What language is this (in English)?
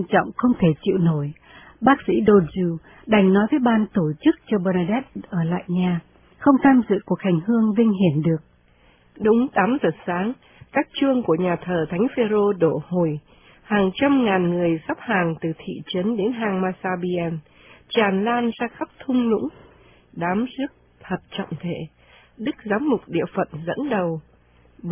Vietnamese